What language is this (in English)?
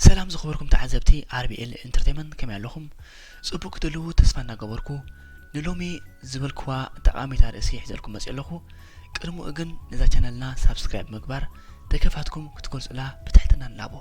Tigrinya